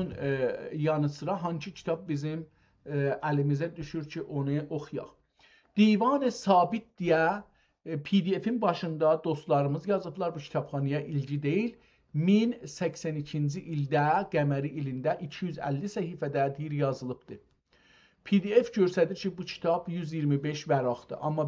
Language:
South Azerbaijani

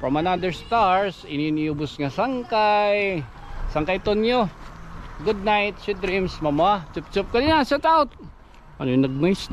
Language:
Waray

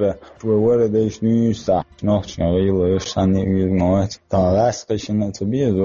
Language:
Chechen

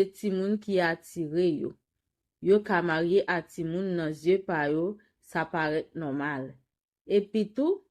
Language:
Haitian Creole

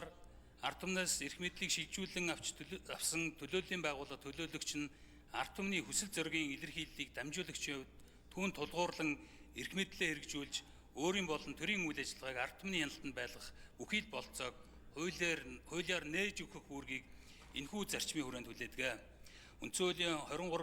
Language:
Mongolian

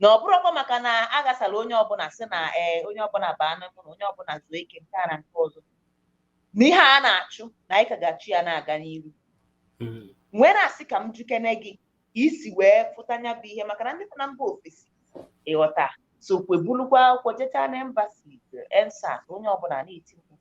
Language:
Igbo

